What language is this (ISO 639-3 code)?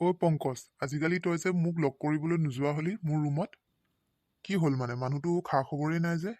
asm